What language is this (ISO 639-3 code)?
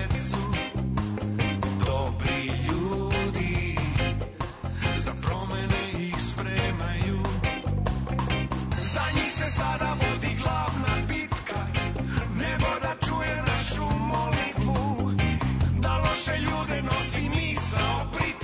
srp